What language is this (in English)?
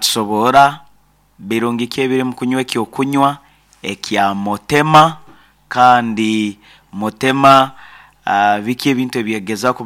Nyankole